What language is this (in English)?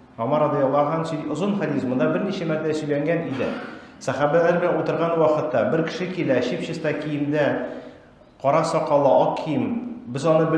Tatar